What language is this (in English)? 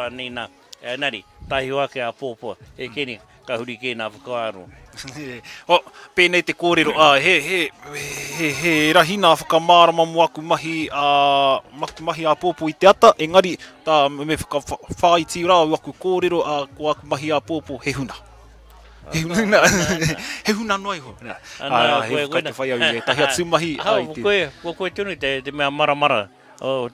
Māori